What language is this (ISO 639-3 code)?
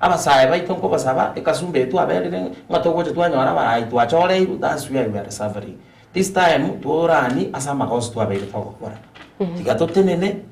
guz